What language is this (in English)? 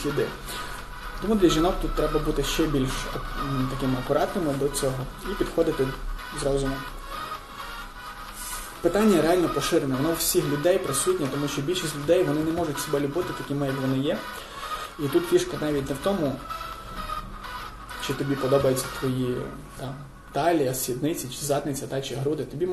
Ukrainian